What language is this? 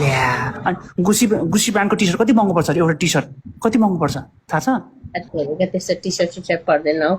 Nepali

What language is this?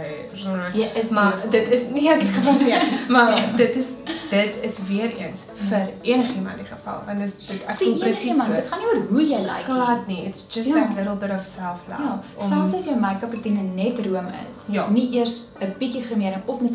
Afrikaans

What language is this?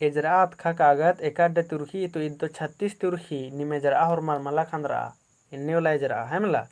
Kurukh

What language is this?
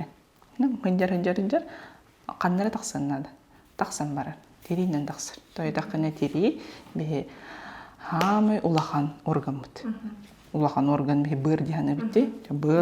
Yakut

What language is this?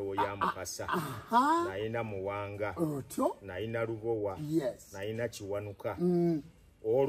Ganda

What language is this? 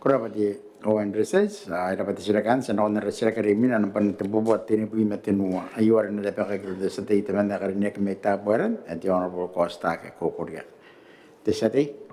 Gilbertese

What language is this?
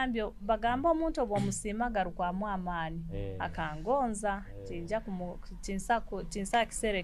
Nyoro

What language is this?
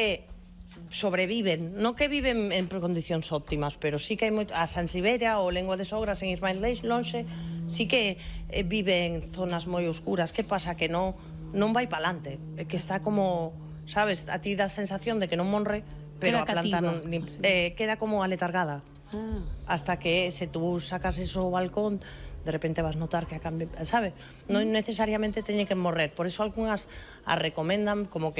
Galician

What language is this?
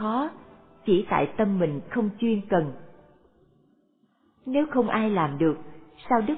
Vietnamese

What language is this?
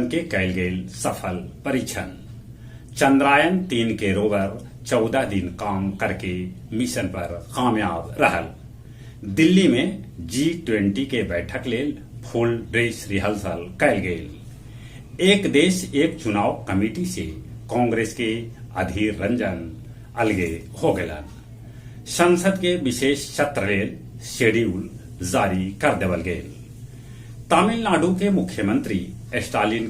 Magahi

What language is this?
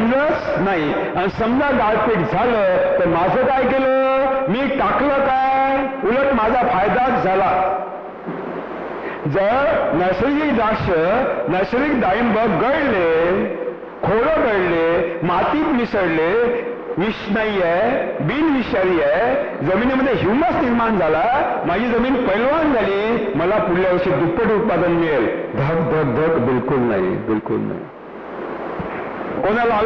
Marathi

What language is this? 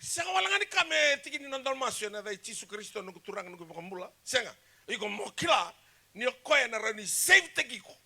Fijian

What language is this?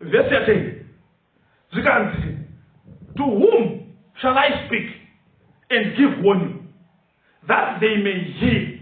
Shona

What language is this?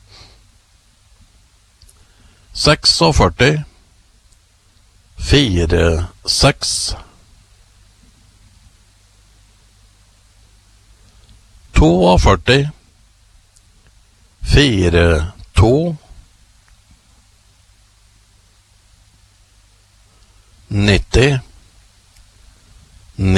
Norwegian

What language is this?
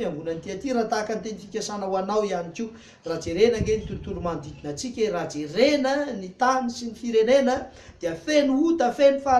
Malagasy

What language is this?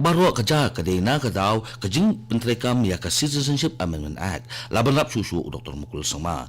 Khasi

